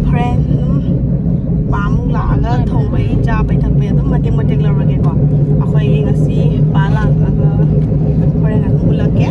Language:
Manipuri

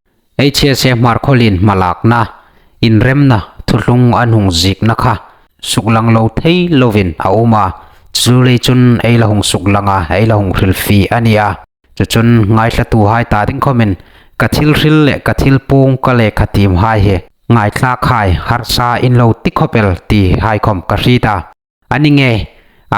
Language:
Hmar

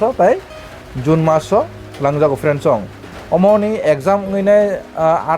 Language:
Kok Borok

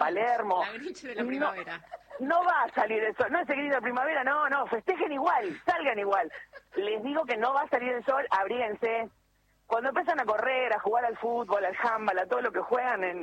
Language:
Spanish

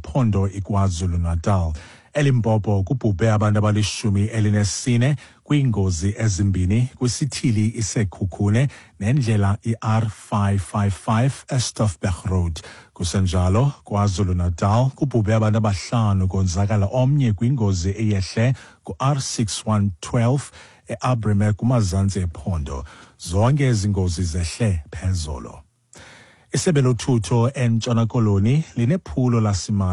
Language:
Xhosa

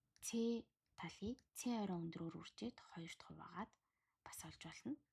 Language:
Mongolian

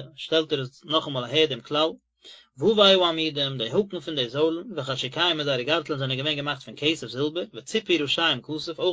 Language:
Yiddish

